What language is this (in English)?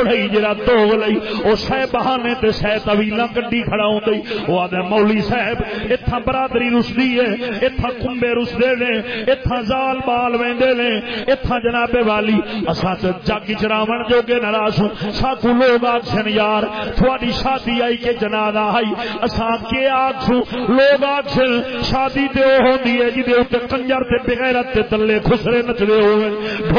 Saraiki